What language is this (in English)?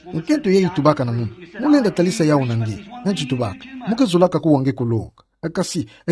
Kituba (Democratic Republic of Congo)